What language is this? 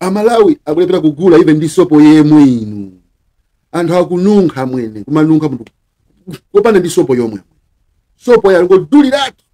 Nyanja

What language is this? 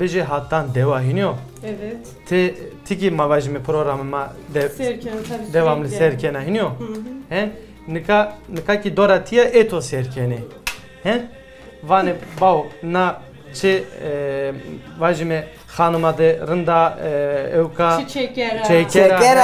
Zaza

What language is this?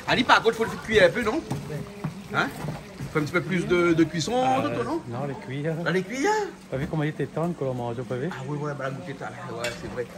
Réunion Creole French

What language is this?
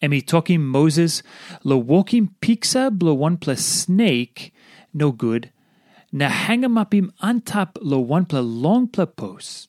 Tok Pisin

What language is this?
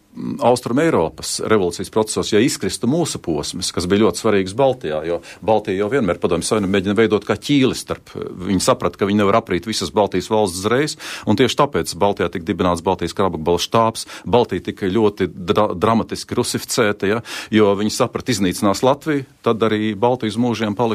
Latvian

